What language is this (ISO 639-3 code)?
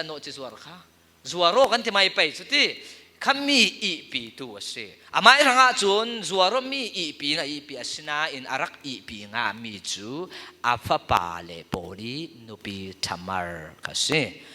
cfm